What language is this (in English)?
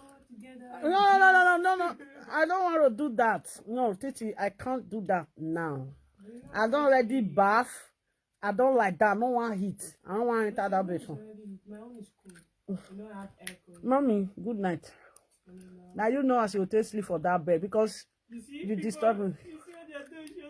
Nigerian Pidgin